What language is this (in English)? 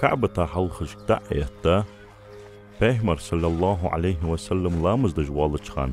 Ingush